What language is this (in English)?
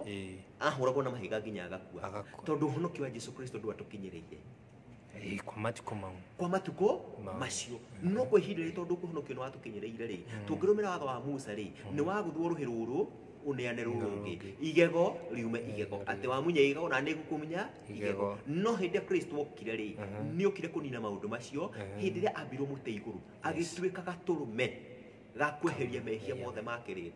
Kikuyu